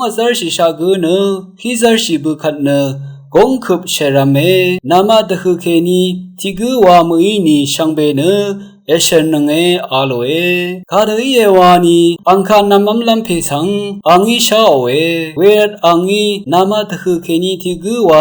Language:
Rawang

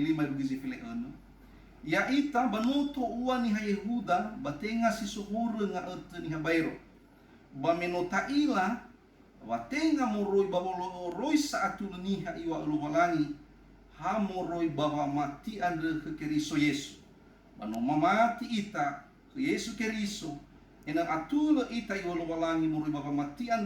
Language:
Nias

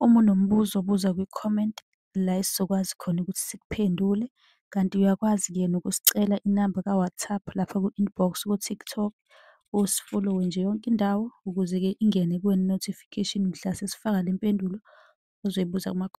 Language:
Zulu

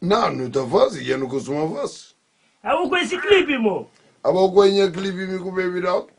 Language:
Kabuverdianu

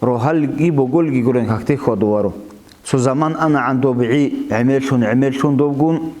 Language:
Avaric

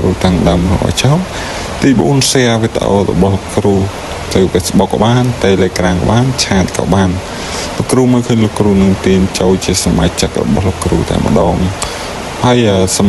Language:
Khmer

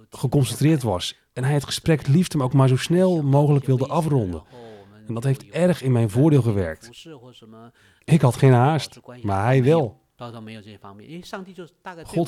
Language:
Dutch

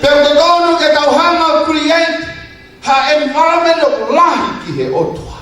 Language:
Tongan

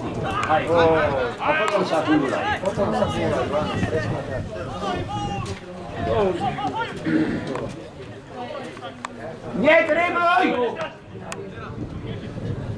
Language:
Slovak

